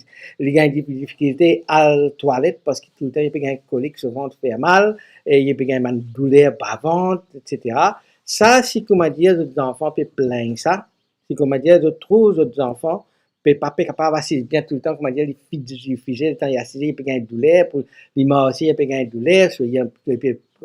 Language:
Morisyen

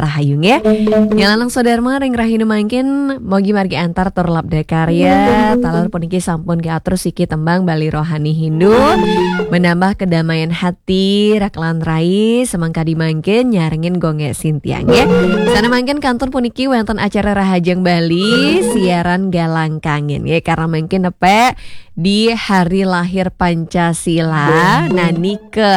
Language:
Balinese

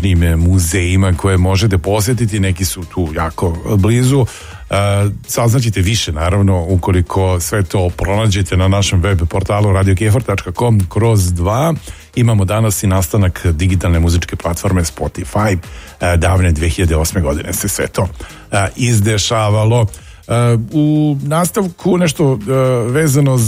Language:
Serbian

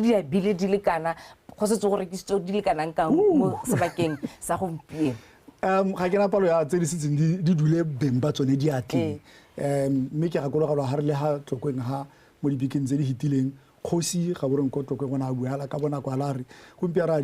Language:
Tswana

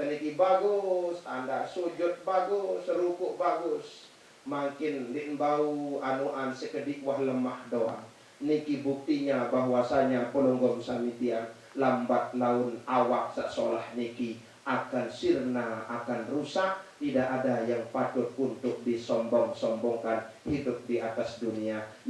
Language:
Sasak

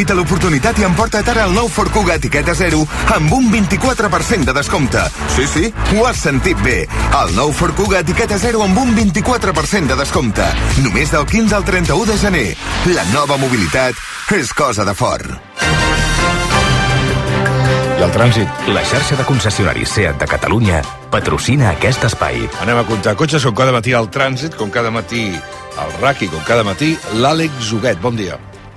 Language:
Catalan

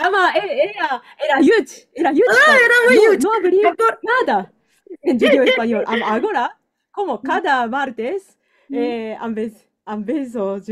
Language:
Ladino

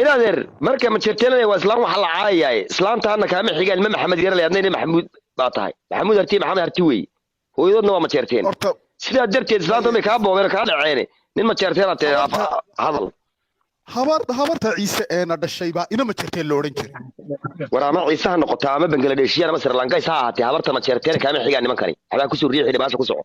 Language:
Somali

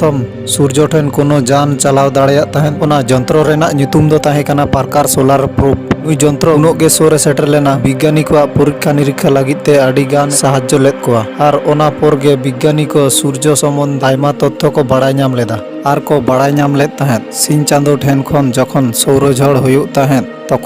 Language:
Santali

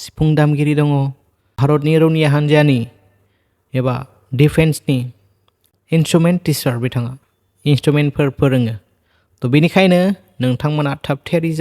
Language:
Bodo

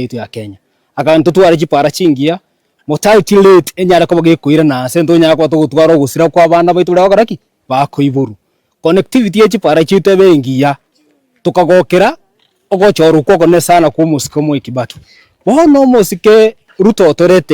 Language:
Gusii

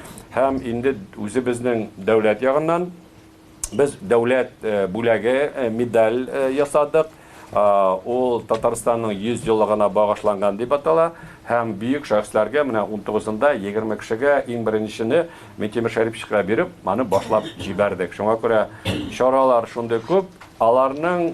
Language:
Tatar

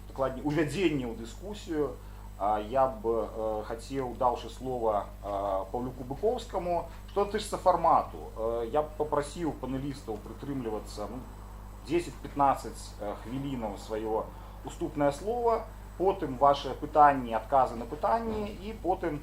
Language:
Belarusian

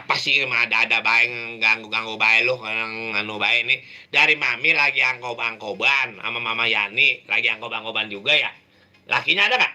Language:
Betawi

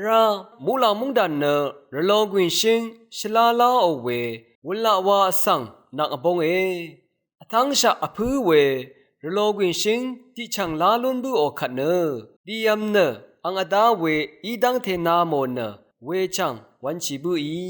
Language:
Rawang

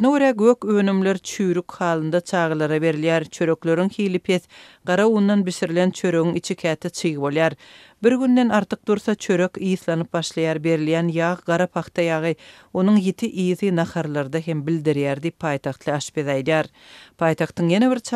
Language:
Turkmen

